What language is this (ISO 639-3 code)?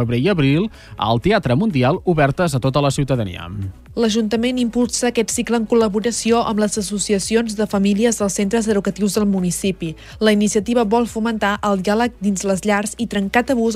cat